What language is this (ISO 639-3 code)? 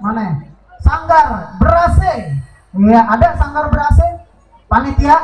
bew